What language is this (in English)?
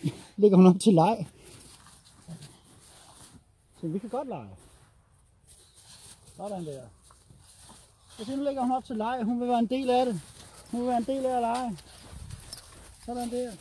Danish